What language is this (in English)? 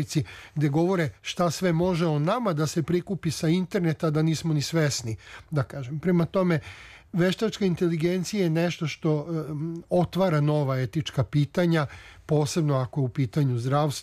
Serbian